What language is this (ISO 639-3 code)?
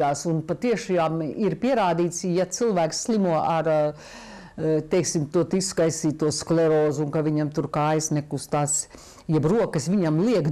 lav